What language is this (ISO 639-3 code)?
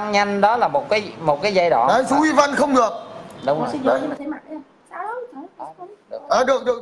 vie